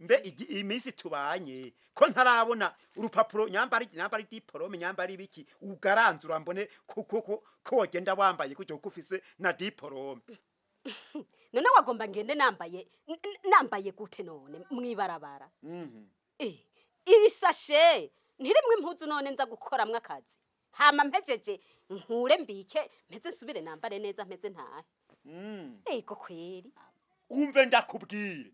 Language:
Rundi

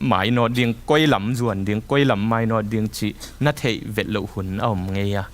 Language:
Tedim Chin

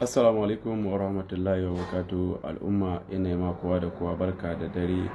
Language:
Hausa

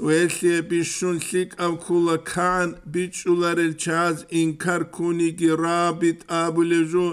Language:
Avaric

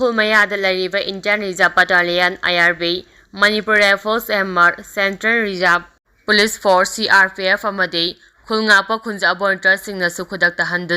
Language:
Manipuri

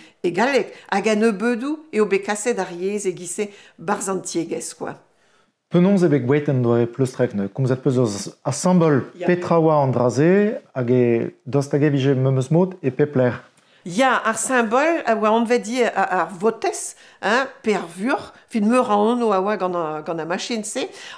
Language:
Breton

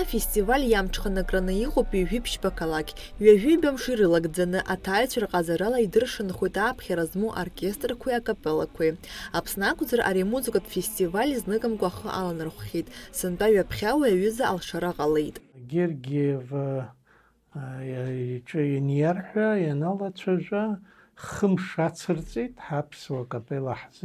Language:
Abkhazian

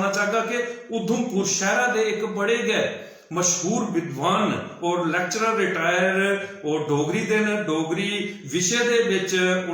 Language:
Dogri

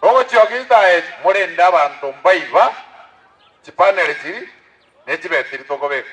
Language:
Gusii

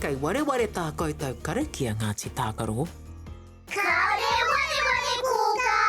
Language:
Māori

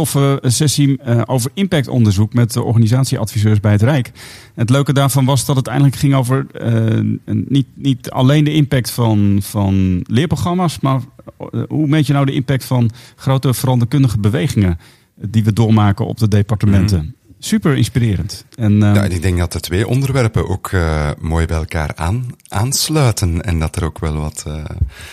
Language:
Dutch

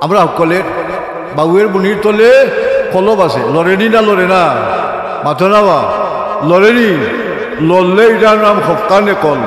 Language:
Sylheti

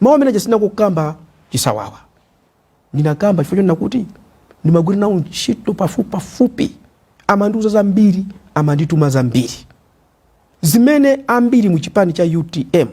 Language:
Nyanja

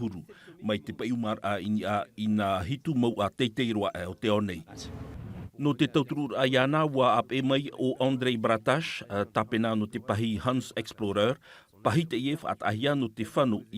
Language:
Tahitian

